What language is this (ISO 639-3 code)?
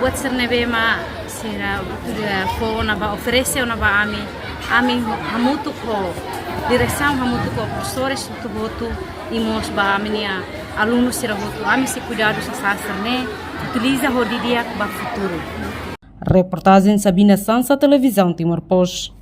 tet